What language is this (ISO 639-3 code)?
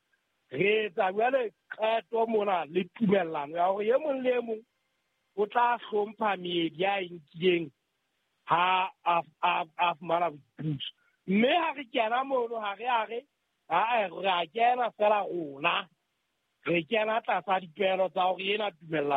sot